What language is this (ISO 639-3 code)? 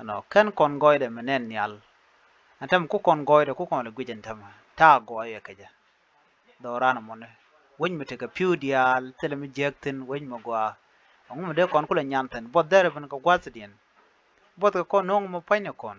nus